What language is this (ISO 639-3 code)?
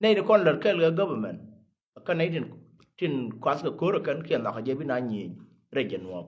nus